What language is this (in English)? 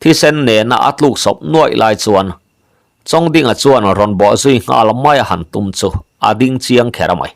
Mizo